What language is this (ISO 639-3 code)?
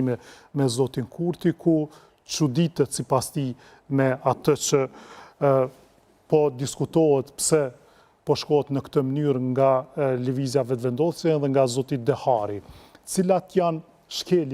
sqi